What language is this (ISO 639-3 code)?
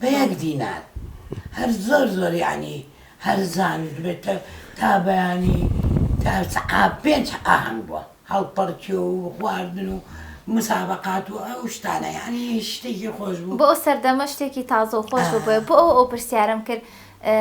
ckb